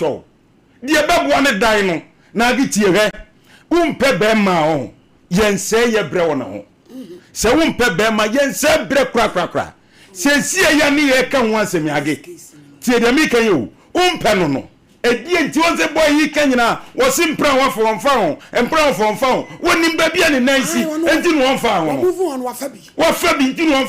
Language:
Akan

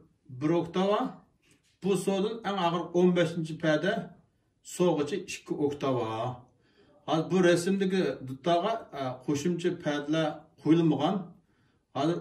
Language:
Uyghur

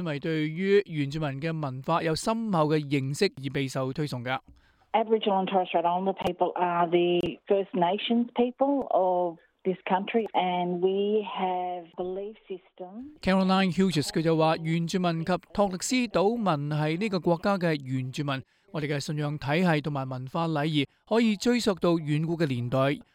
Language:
Cantonese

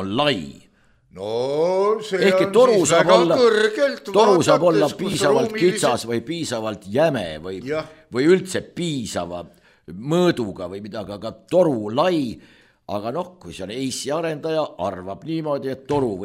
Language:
Estonian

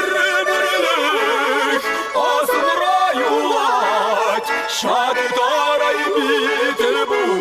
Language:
Chuvash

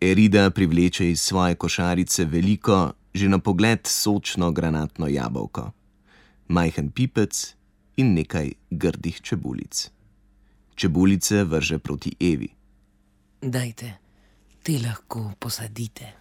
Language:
Slovenian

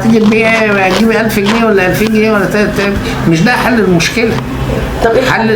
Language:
Egyptian Arabic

